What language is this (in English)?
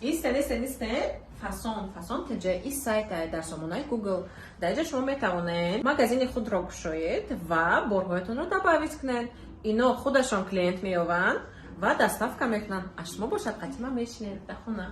Tajik